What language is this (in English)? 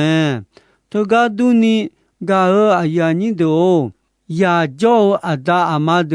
Akha